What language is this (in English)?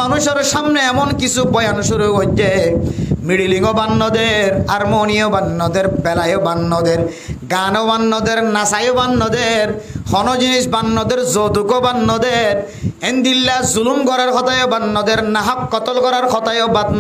Rohingya